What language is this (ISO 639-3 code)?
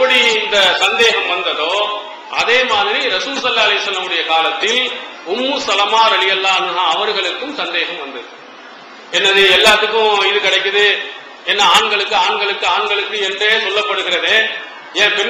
tam